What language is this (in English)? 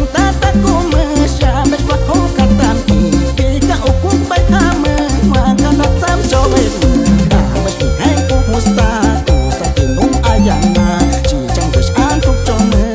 Aguaruna